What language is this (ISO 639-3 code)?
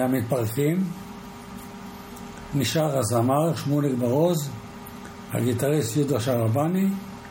heb